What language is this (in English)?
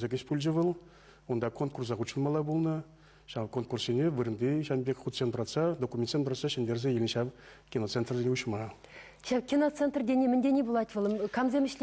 Chuvash